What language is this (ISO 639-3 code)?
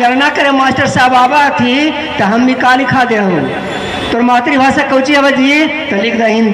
mag